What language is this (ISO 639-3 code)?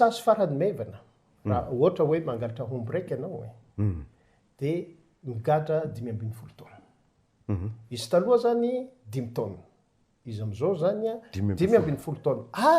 mlg